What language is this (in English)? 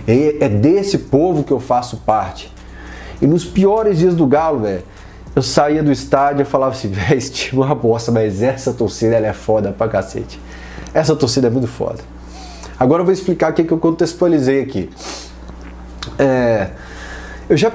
Portuguese